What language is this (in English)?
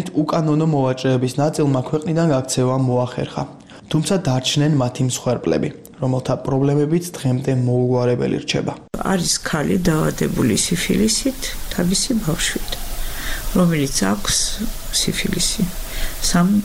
Georgian